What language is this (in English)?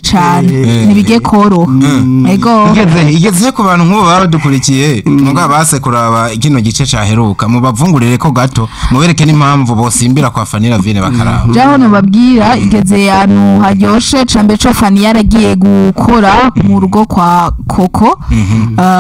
Rundi